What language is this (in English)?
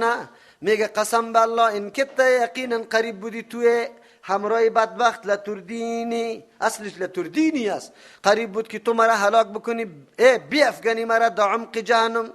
Persian